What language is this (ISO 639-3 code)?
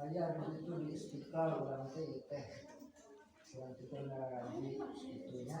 sun